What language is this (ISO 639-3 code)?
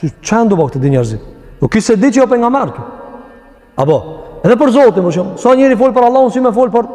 sqi